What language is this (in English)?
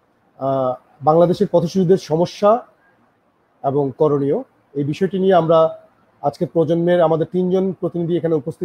Bangla